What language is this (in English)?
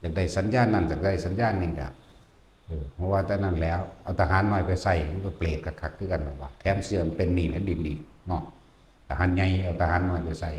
Northeastern Thai